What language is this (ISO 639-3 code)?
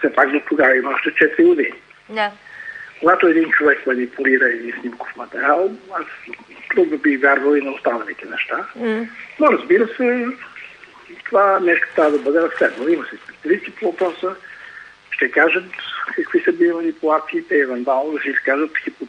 bul